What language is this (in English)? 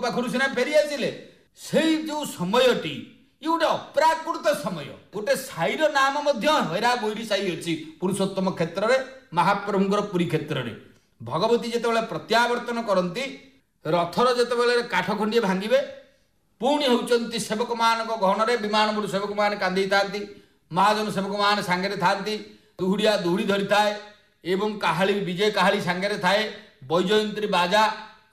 Odia